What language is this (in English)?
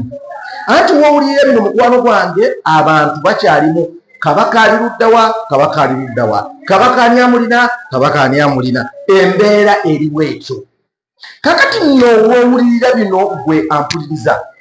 Ganda